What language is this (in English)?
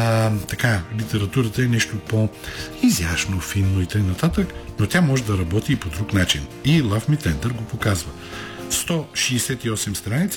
Bulgarian